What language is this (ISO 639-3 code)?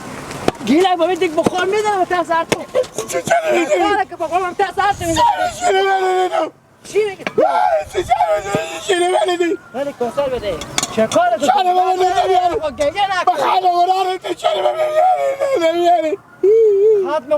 haz